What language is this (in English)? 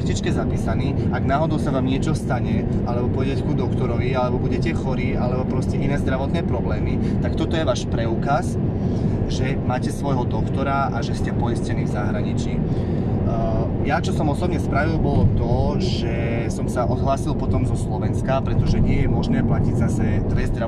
Slovak